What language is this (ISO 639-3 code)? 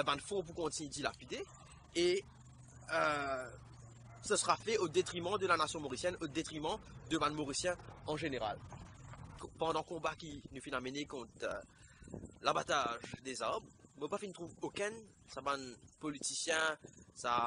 mfe